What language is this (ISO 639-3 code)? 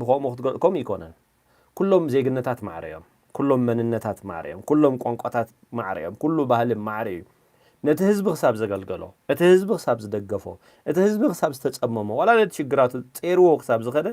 tir